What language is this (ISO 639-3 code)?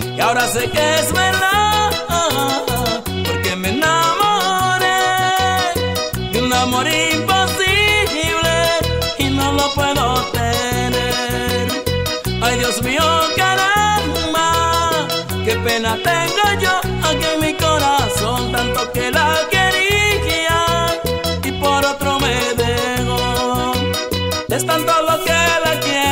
spa